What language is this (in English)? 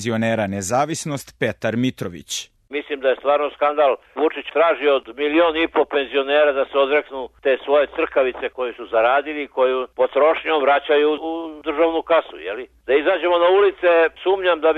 Serbian